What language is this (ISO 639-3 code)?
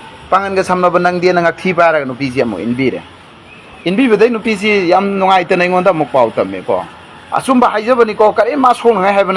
mni